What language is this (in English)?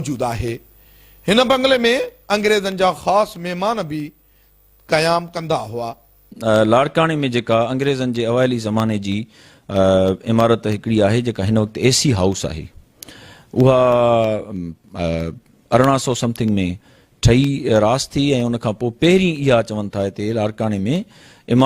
Sindhi